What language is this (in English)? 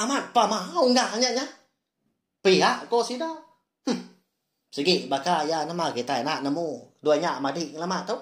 Iban